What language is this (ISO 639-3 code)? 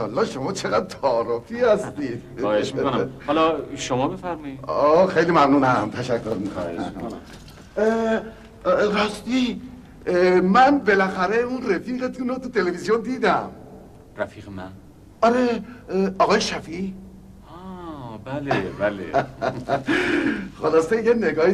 fas